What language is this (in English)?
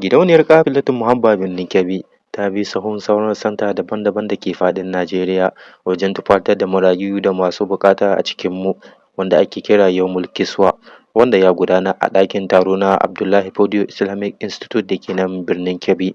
Hausa